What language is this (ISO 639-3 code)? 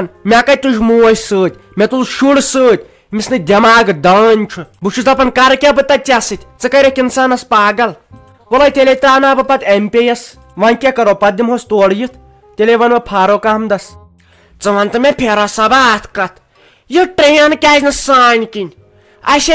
kas